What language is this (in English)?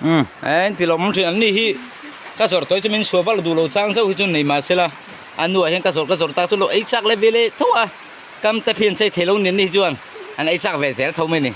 Mizo